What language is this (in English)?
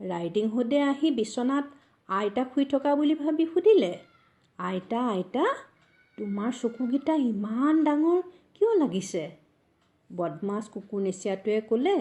Assamese